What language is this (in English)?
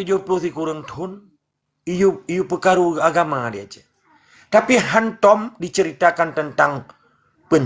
Achinese